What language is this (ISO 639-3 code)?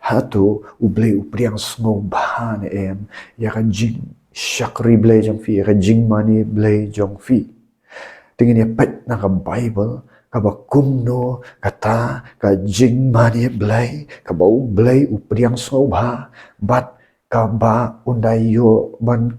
kha